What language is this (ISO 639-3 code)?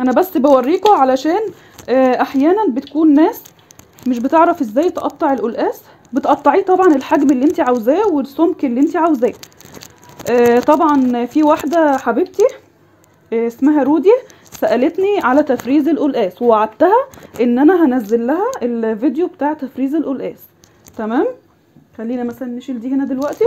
arz